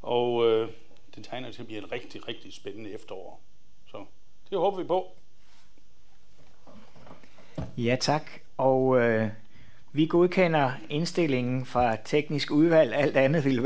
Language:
Danish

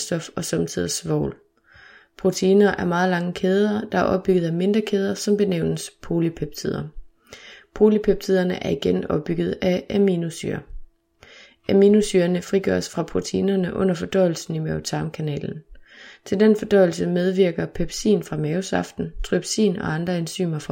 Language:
Danish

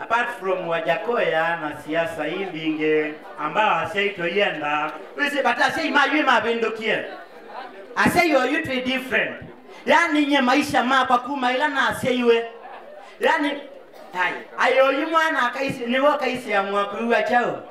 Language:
Kamba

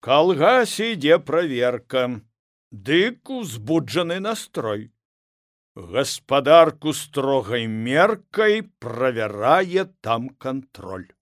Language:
Belarusian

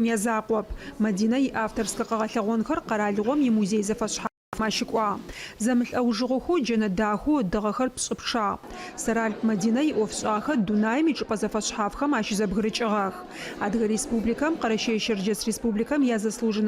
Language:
Adyghe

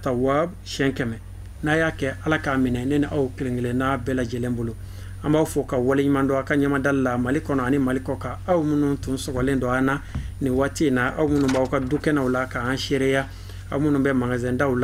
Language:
Bambara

